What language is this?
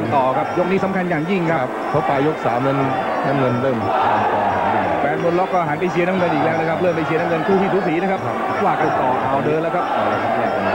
Thai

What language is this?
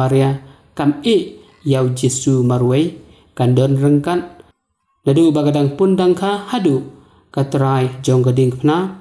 Khasi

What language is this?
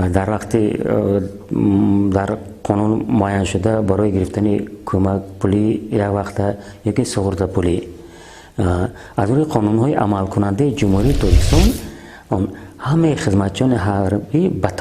Tajik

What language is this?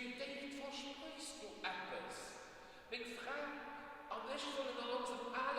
Luxembourgish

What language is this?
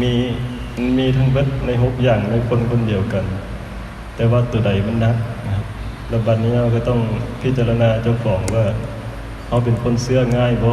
Northeastern Thai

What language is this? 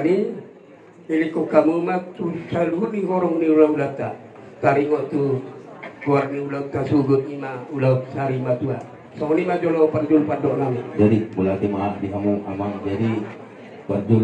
Batak Toba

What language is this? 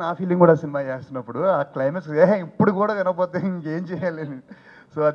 Telugu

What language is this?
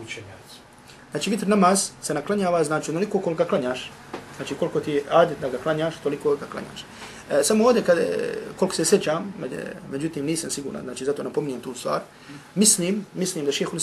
Bosnian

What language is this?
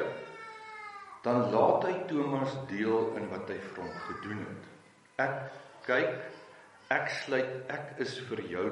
Afrikaans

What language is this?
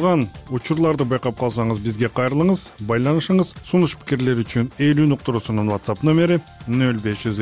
Kyrgyz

